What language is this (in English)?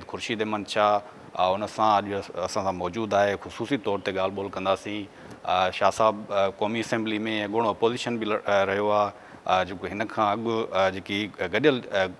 Sindhi